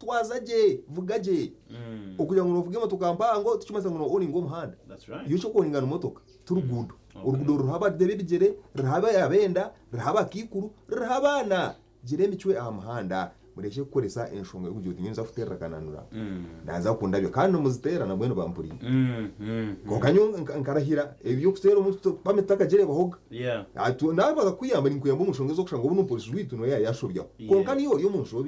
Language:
Nyankole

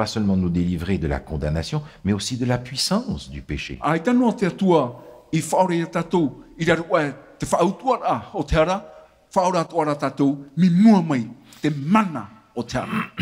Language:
Tahitian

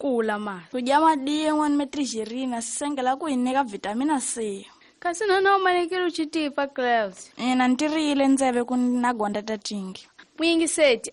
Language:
Tsonga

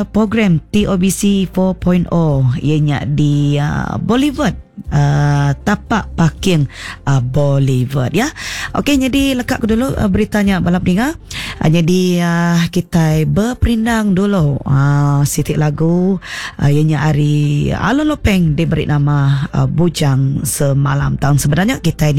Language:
Iban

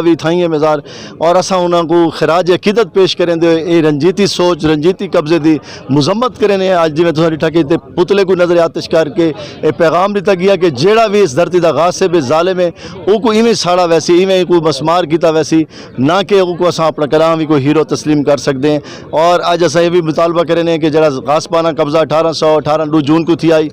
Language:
Saraiki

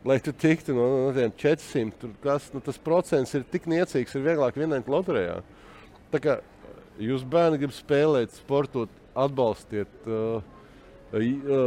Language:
Latvian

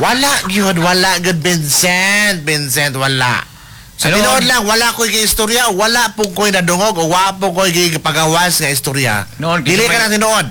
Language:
Cebuano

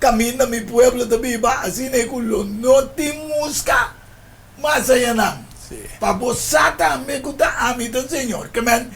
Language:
Papiamento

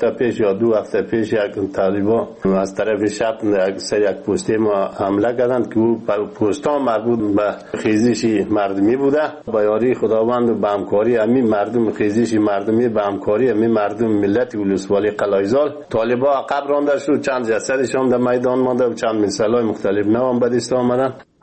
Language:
Persian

